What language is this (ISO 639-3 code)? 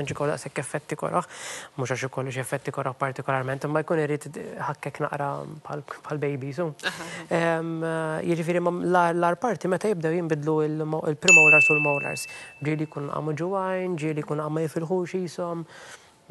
mlt